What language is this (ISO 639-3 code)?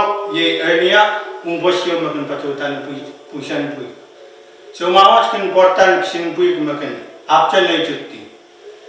pon